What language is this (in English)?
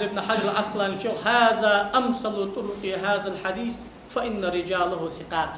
Ingush